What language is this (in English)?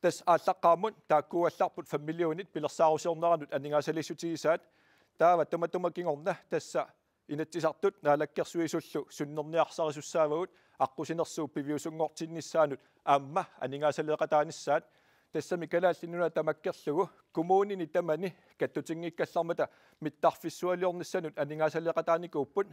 Kalaallisut